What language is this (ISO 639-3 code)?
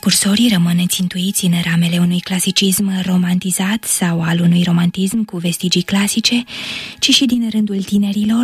ron